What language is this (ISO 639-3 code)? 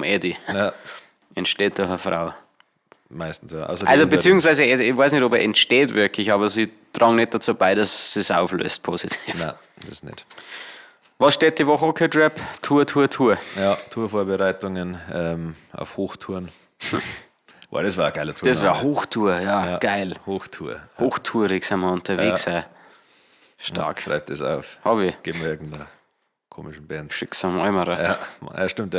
bar